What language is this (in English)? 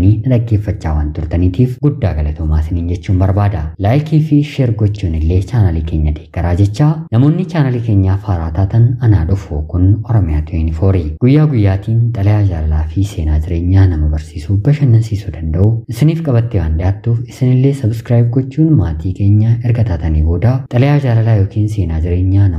Oromo